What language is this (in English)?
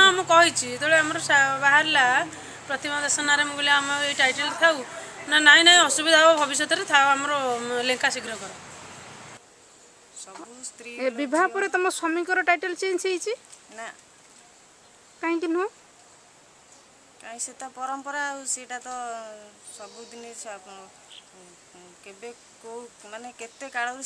Odia